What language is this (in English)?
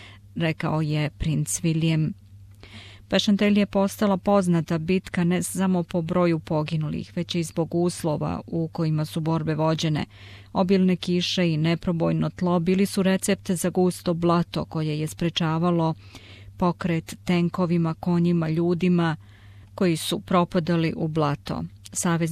Serbian